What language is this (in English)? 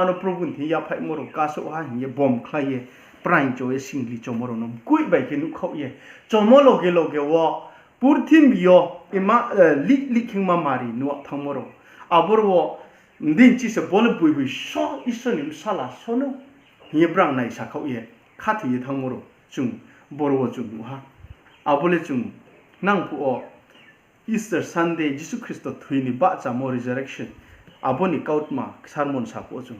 Riang (India)